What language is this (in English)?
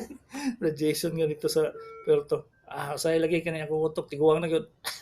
Cebuano